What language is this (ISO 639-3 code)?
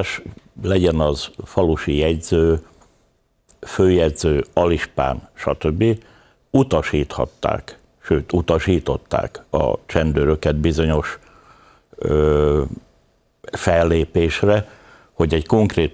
hun